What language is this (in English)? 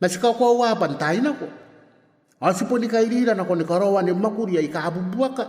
Gilbertese